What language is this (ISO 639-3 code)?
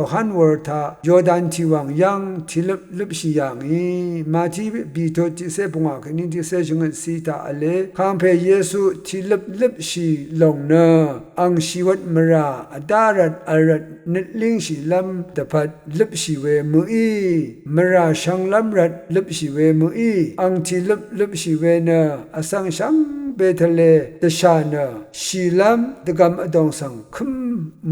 raw